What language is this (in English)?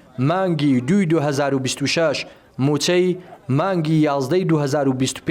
Central Kurdish